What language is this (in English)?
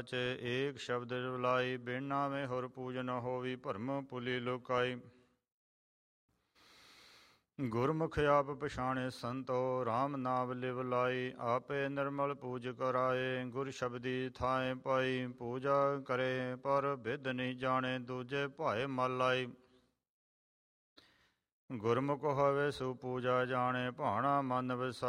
Punjabi